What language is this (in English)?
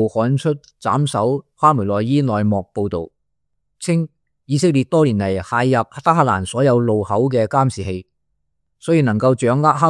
Cantonese